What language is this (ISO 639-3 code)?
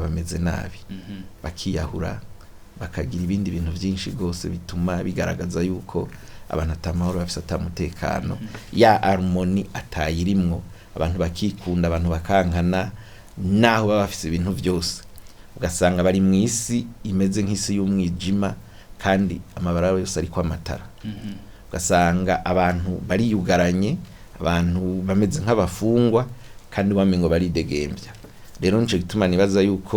run